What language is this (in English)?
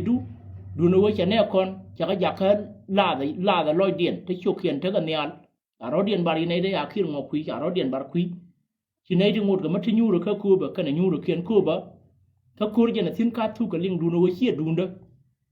Nuer